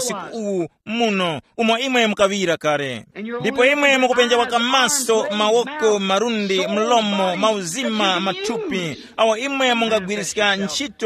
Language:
Tumbuka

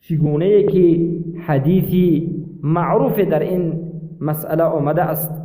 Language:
Persian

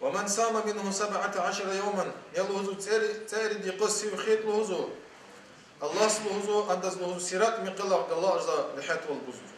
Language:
Lezghian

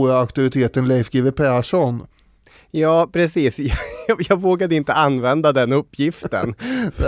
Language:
Swedish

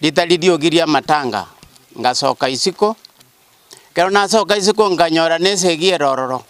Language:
Gusii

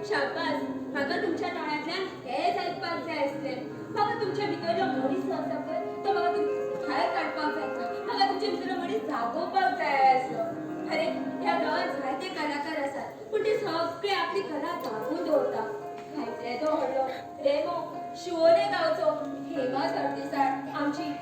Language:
Konkani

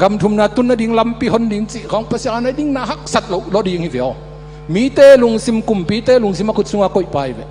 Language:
Tedim Chin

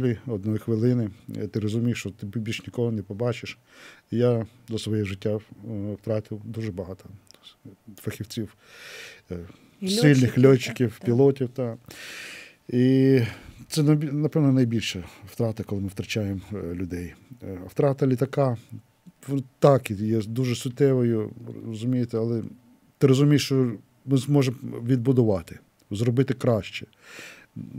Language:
Ukrainian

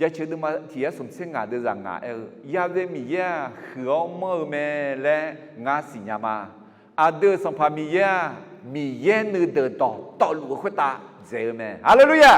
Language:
Akha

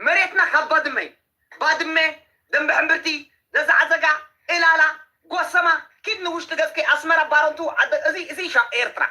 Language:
Tigrinya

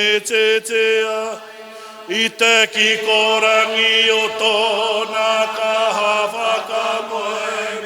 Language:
Māori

